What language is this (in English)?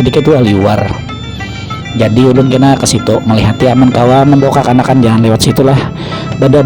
Banjar